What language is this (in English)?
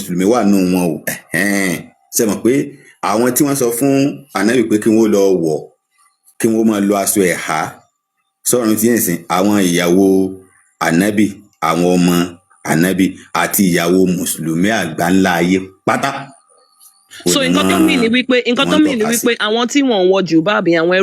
Yoruba